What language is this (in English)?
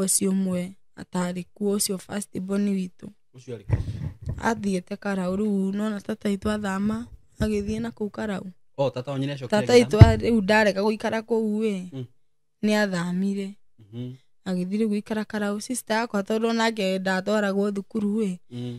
Kikuyu